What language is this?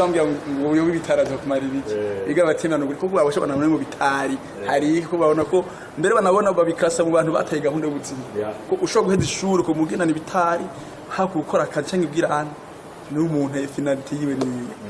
Rundi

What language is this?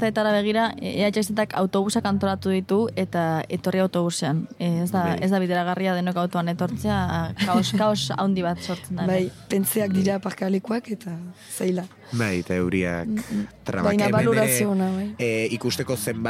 Basque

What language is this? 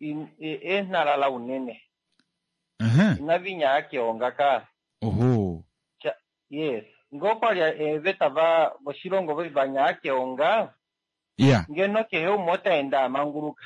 Kuanyama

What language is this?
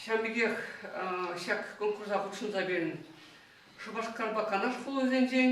Chuvash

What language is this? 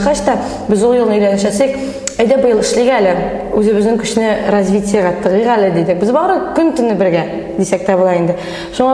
Tatar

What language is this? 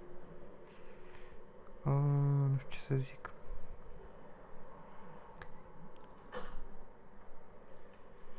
Romanian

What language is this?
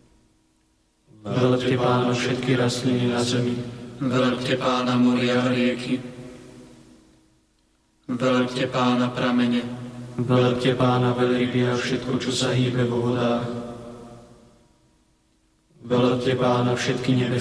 Slovak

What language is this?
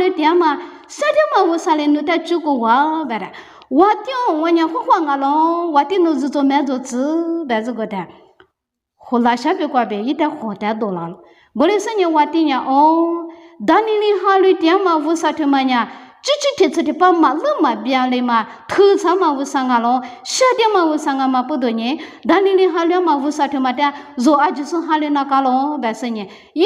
Lisu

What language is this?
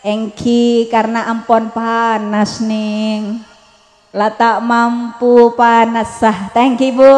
Madurese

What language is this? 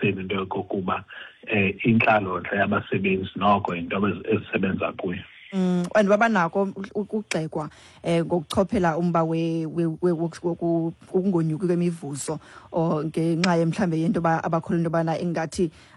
Xhosa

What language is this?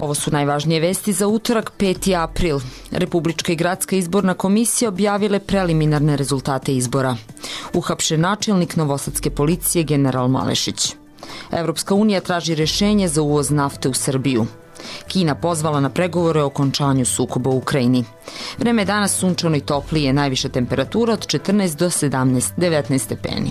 Serbian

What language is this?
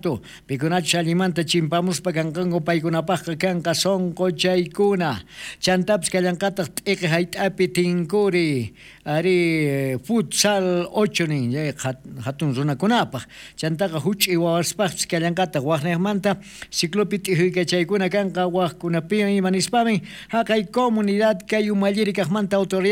South Bolivian Quechua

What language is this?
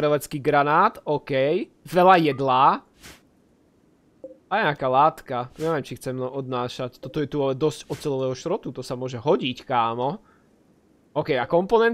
Slovak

